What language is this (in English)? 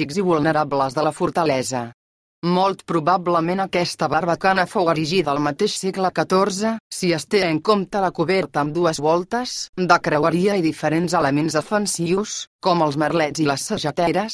Catalan